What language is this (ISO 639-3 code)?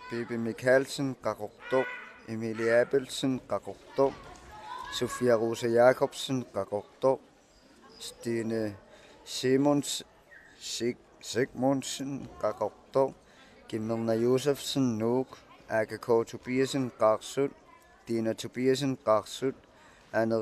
kal